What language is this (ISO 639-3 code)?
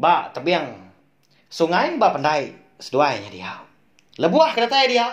iba